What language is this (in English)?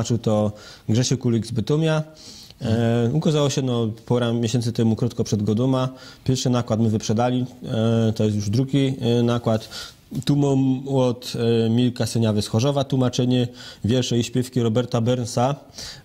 Silesian